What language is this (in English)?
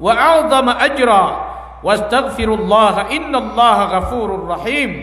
Maranao